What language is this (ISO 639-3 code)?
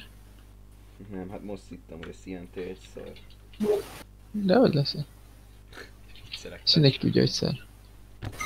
hun